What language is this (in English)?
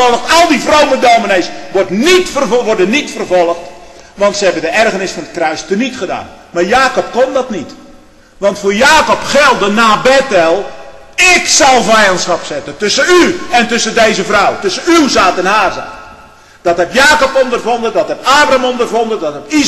Dutch